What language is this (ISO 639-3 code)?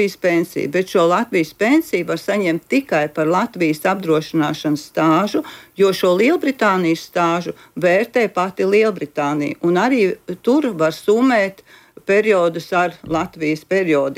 lav